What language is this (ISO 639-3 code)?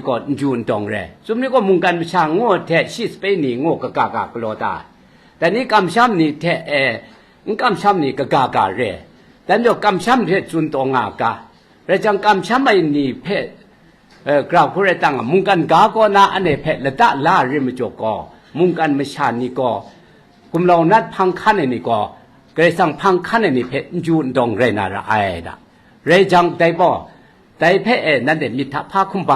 kac